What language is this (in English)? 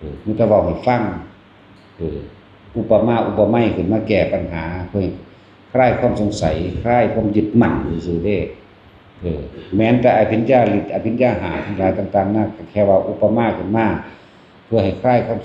Northeastern Thai